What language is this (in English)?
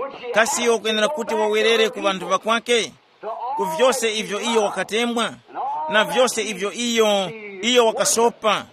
Tumbuka